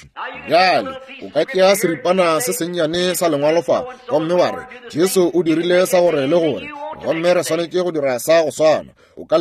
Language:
Northern Sotho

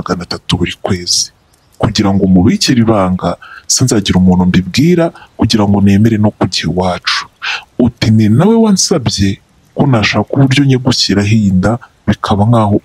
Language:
Kinyarwanda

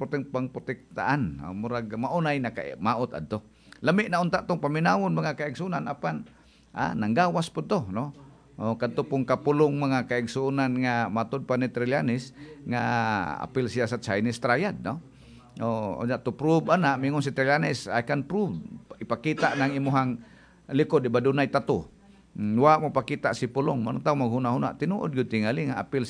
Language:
Cebuano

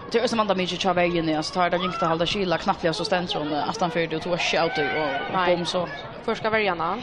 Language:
Faroese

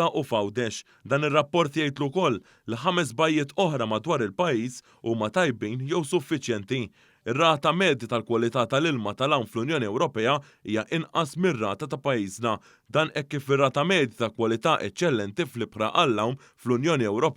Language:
Maltese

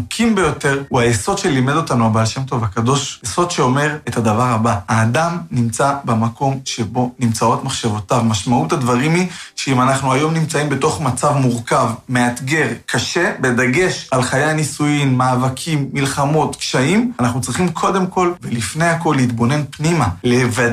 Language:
Hebrew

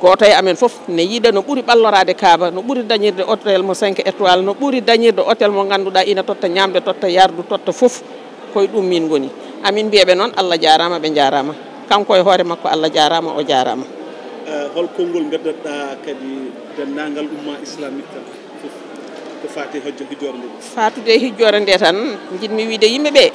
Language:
Fula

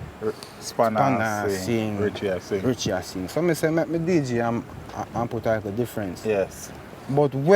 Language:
Jamaican Creole English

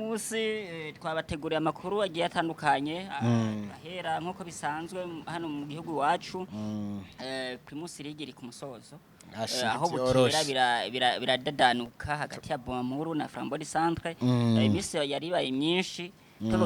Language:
Rundi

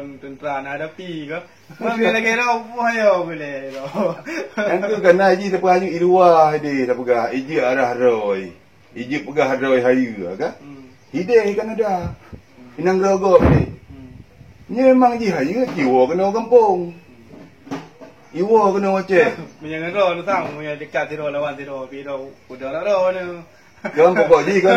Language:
Achinese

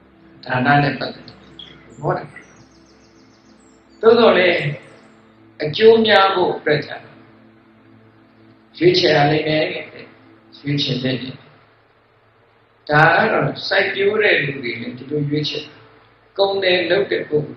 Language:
Burmese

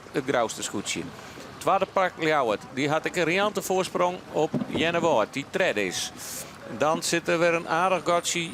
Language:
Western Frisian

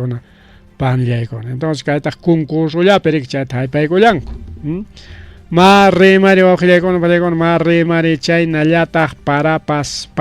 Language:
Ayacucho Quechua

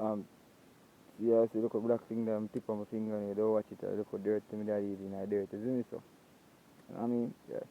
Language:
Jamaican Creole English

